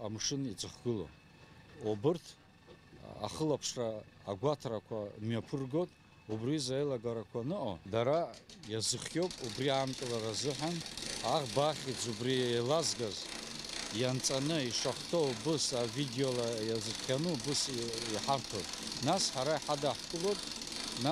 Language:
Abkhazian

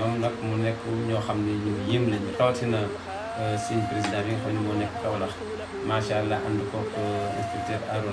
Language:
Wolof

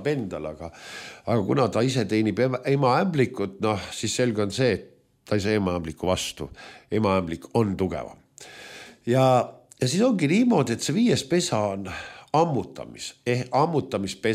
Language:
Estonian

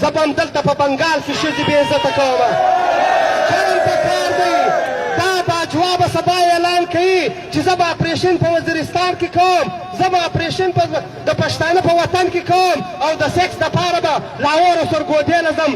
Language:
Pashto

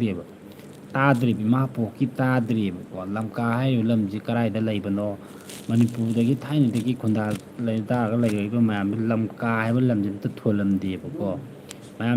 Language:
Manipuri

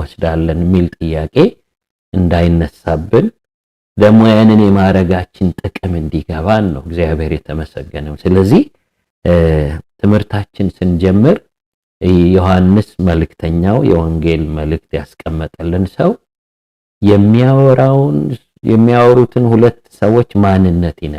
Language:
Amharic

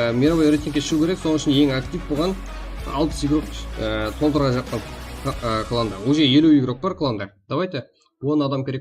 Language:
Kara-Kalpak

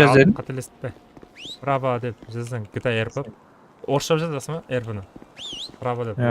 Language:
Kara-Kalpak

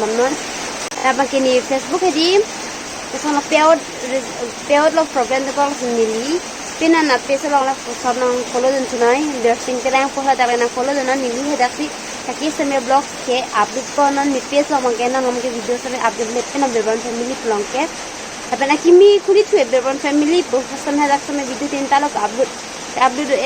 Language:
Karbi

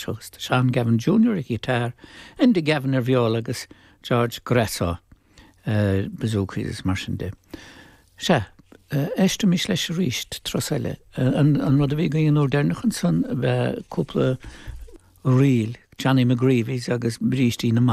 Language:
Irish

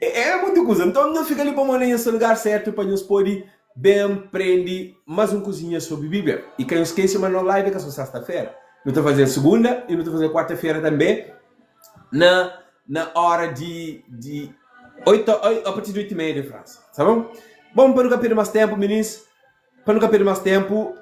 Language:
Kabuverdianu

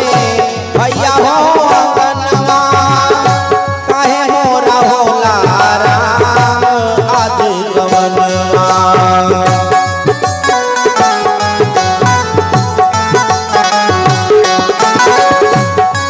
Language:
Bhojpuri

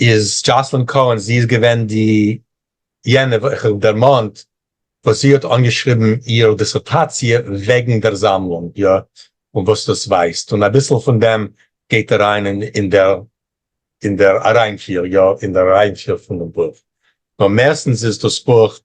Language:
Yiddish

